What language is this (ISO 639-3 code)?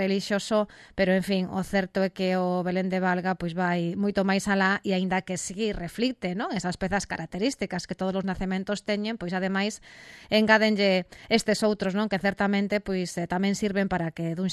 glg